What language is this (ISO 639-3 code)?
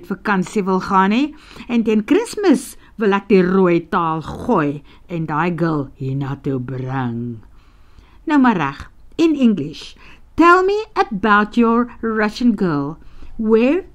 afr